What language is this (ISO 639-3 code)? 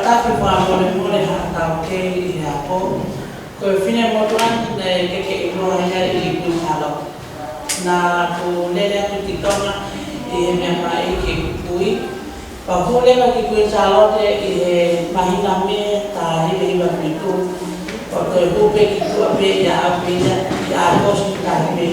ton